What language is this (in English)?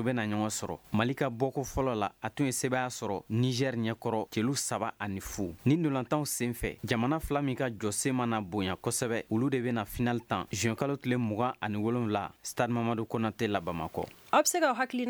Bambara